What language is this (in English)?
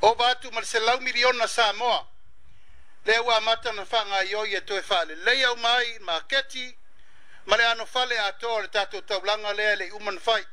Samoan